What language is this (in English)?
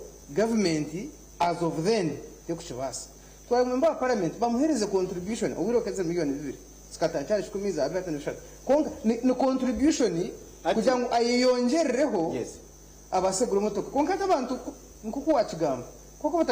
Nyankole